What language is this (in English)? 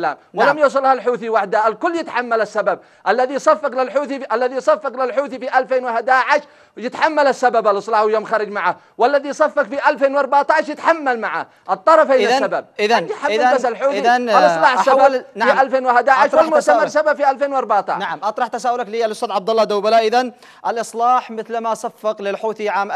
Arabic